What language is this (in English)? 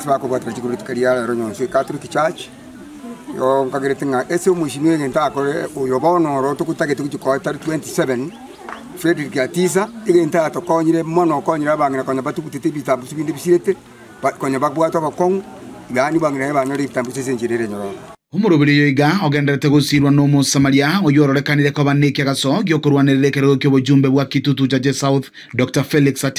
Gusii